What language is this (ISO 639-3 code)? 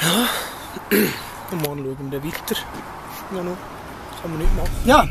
gsw